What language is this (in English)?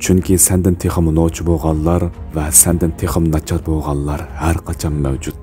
Uyghur